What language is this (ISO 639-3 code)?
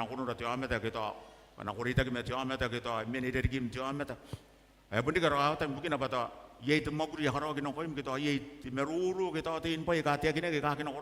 gil